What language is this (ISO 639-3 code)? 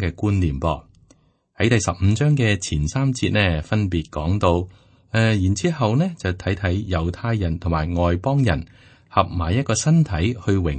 yue